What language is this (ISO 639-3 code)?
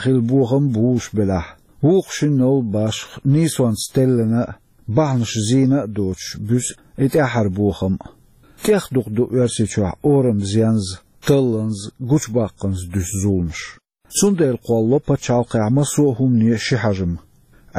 che